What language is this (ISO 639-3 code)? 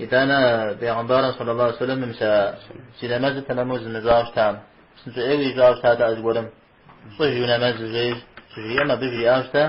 kbd